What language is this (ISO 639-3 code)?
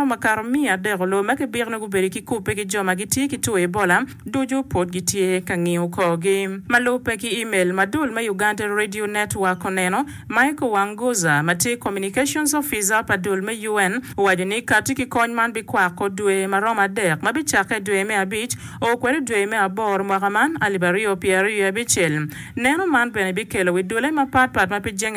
ach